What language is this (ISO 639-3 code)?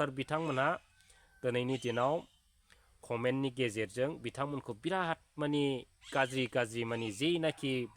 brx